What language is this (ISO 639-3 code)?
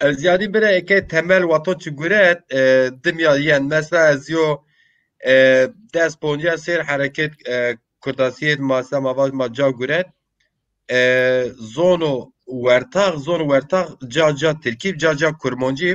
zza